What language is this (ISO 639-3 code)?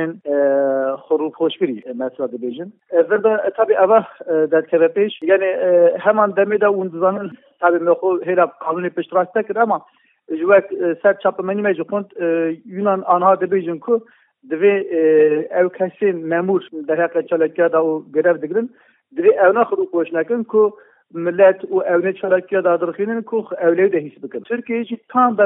kur